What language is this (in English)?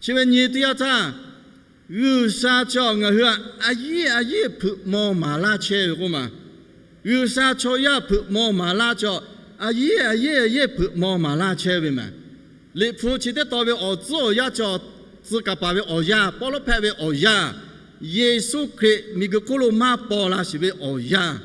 Lahu